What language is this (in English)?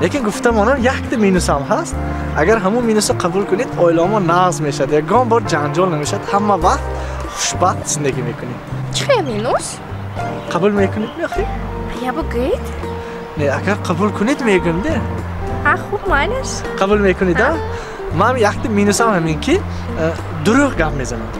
Tajik